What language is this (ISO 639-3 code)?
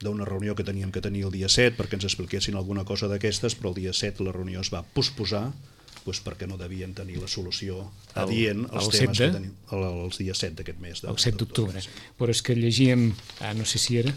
cat